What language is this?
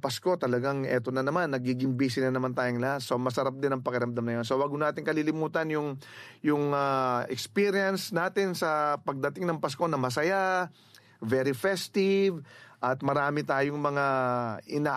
Filipino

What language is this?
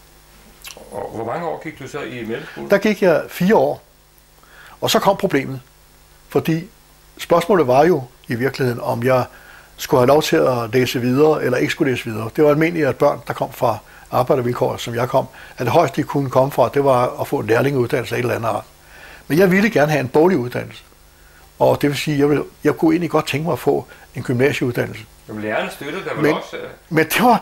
Danish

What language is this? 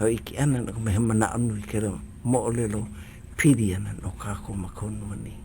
Hawaiian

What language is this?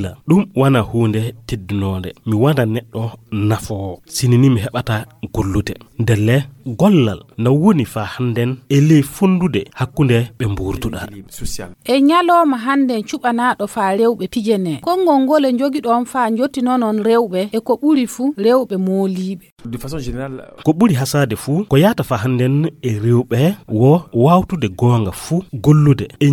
Fula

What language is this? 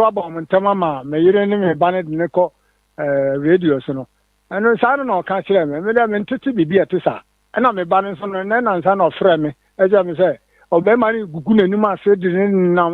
Akan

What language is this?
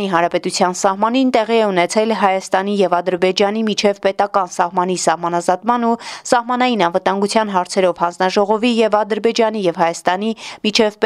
Armenian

